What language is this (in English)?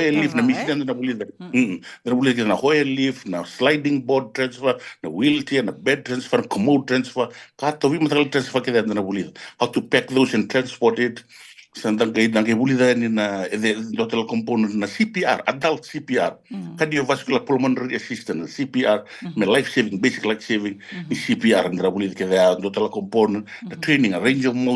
Fijian